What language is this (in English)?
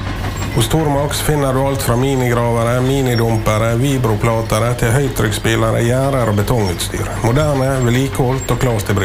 Norwegian